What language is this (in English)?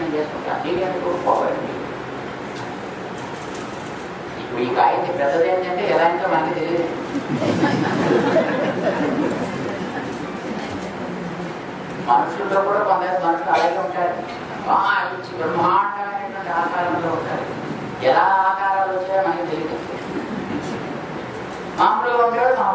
Telugu